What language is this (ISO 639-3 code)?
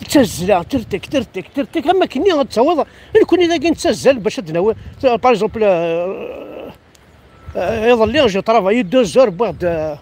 kab